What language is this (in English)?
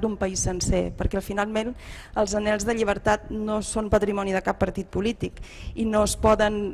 Catalan